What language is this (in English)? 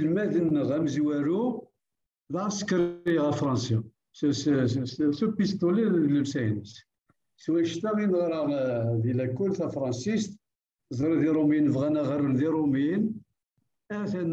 Kabyle